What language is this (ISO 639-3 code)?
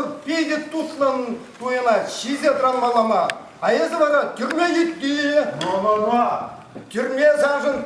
chv